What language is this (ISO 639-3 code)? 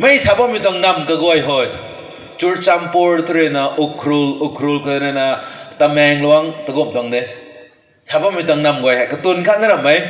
nbu